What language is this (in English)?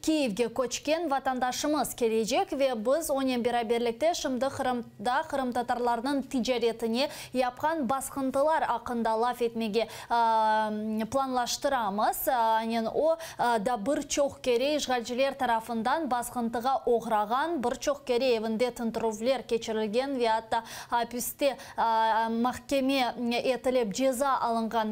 Crimean Tatar